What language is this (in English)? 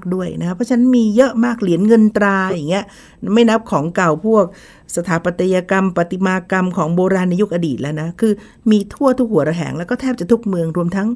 Thai